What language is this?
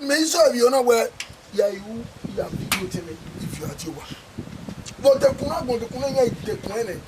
Bini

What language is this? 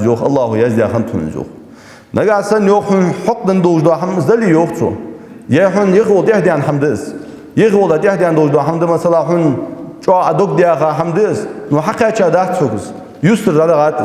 Ingush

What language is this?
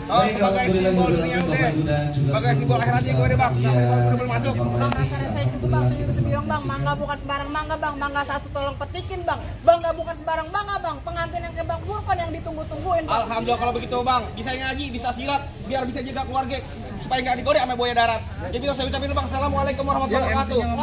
Betawi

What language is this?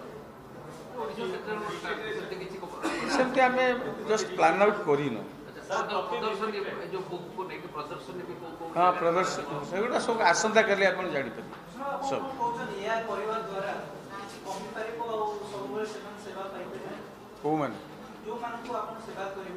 Odia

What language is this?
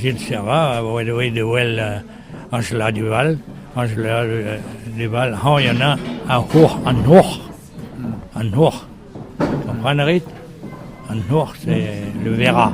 Breton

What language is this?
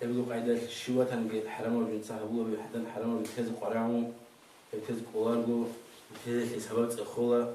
Avaric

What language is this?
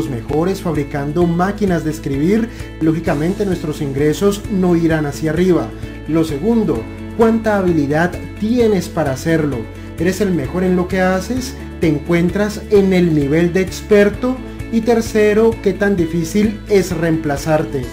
Spanish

